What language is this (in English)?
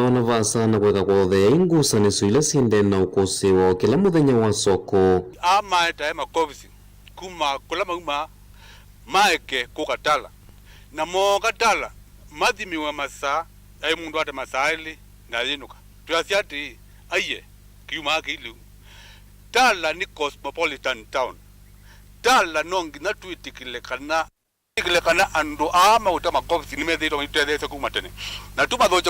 Kamba